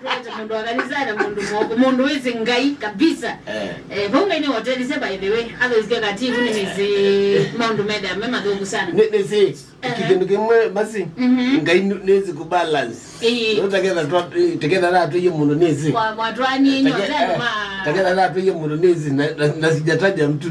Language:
Kamba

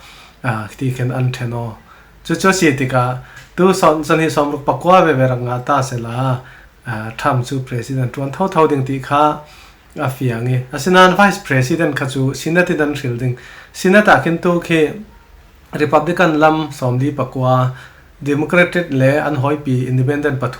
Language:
Falam Chin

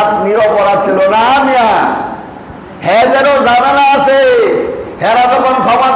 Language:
Bangla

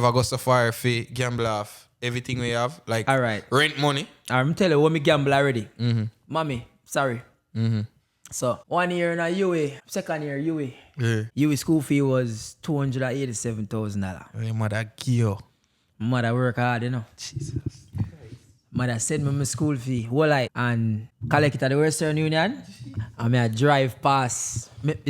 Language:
Jamaican Creole English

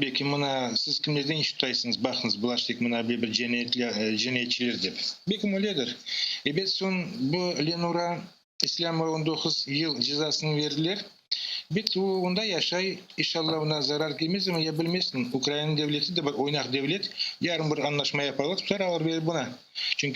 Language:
Crimean Tatar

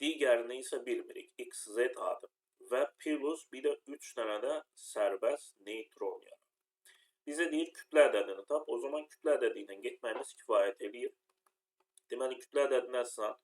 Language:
Azerbaijani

